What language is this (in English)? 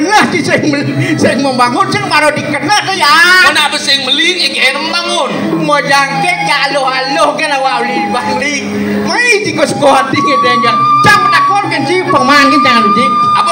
Balinese